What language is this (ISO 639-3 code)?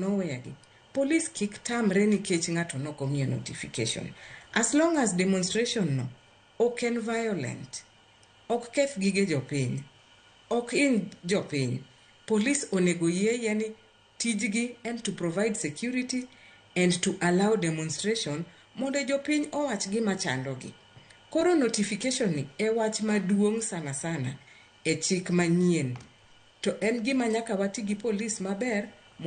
luo